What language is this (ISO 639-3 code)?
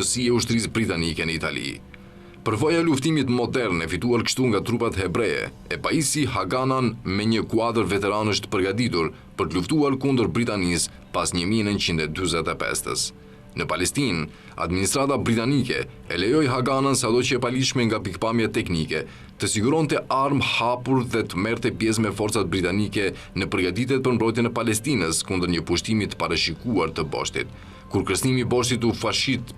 sqi